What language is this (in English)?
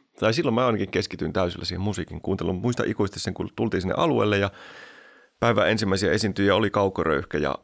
Finnish